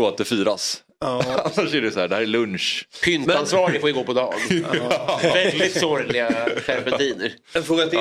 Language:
Swedish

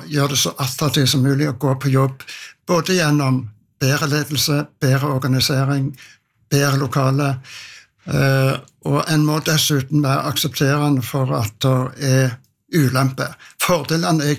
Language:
Norwegian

